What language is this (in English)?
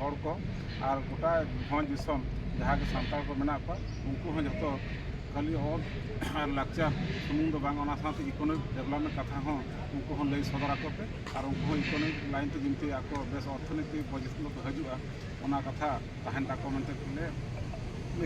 Santali